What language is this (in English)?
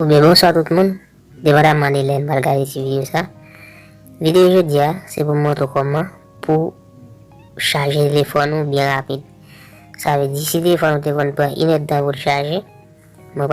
Haitian Creole